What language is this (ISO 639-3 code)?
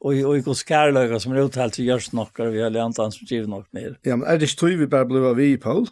fao